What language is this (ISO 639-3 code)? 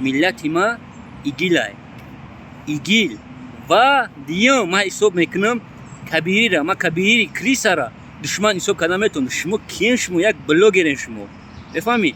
tgk